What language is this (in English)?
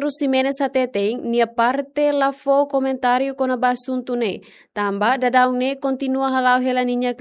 Tetum